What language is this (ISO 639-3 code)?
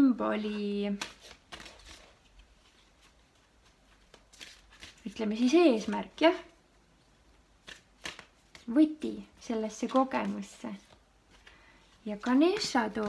est